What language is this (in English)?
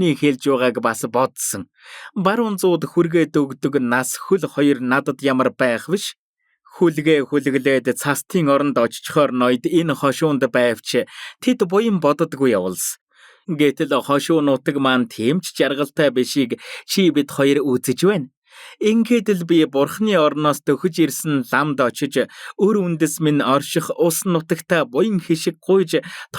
Mongolian